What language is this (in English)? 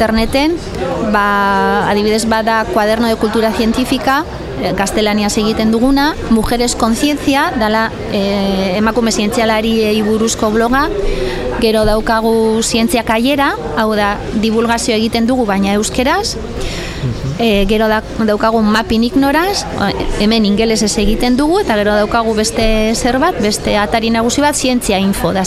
Basque